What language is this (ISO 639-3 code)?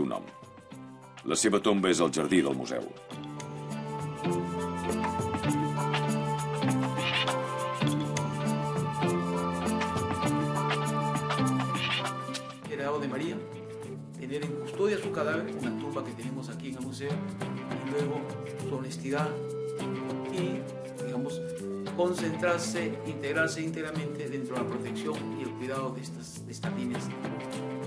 cat